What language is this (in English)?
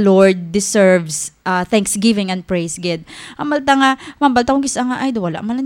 Hiligaynon